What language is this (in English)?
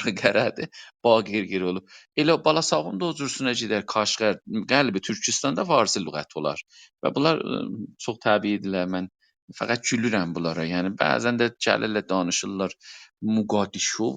South Azerbaijani